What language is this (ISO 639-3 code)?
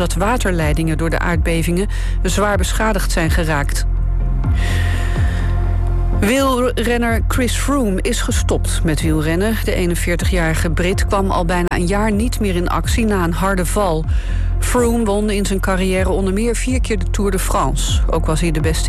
nld